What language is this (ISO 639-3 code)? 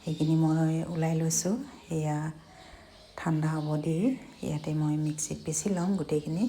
asm